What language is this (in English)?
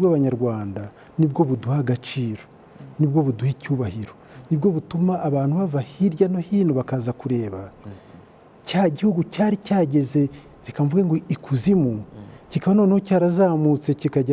Kinyarwanda